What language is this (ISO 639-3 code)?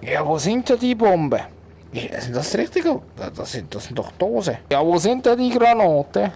gsw